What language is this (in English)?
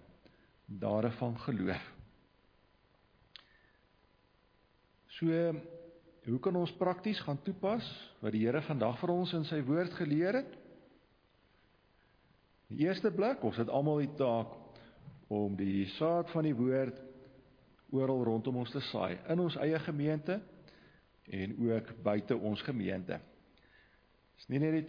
Afrikaans